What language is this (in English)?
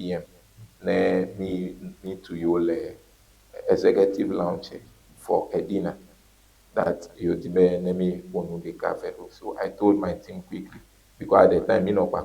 Ewe